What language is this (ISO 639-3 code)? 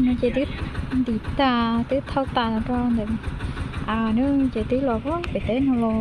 hmn